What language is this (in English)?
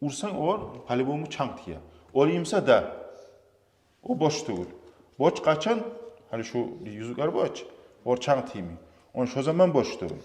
Kumyk